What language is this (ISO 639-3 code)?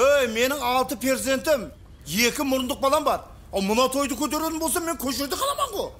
kaa